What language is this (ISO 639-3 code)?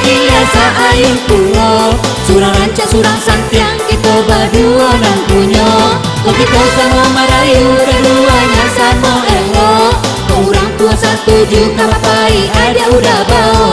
min